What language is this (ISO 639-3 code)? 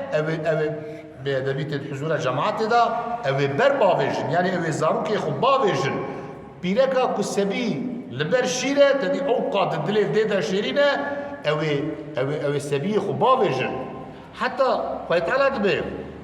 kur